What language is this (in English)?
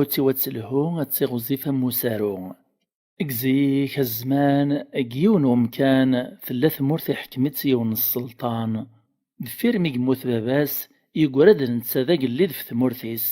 Kabyle